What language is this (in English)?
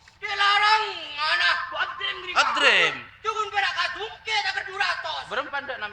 Madurese